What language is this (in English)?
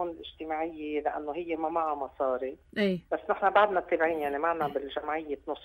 North Levantine Arabic